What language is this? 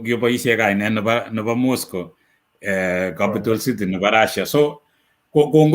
Kalenjin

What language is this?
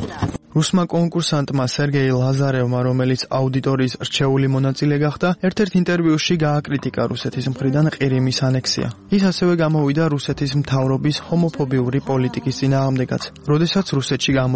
Georgian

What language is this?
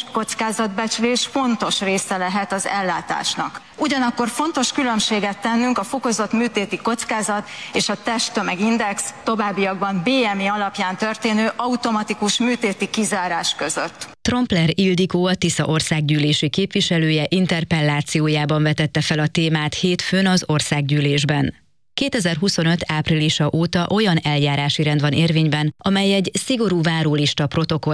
Hungarian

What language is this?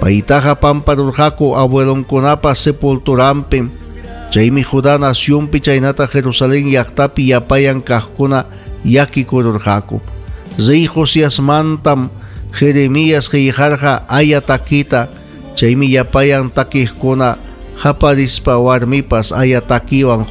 Ayacucho Quechua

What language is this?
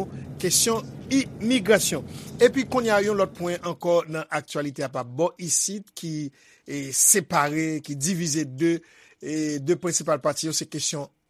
Haitian Creole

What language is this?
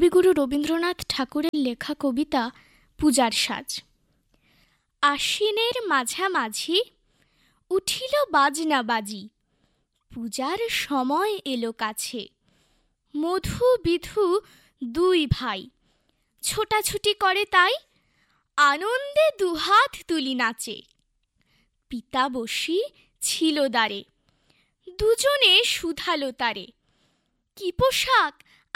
Bangla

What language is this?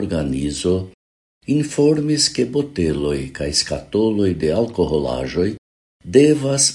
Esperanto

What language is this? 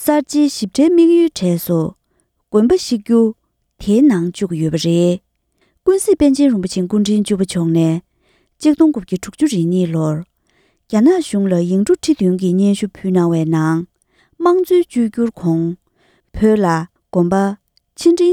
Tibetan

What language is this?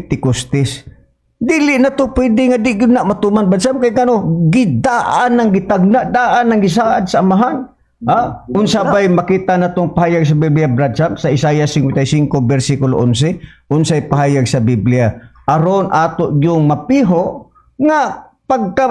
Cebuano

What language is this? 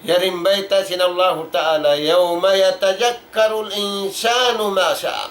Tausug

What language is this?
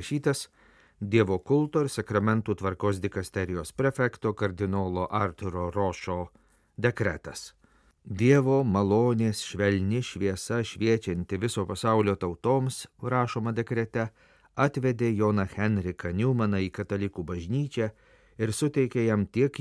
Lithuanian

